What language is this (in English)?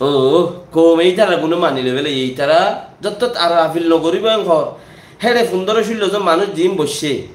Rohingya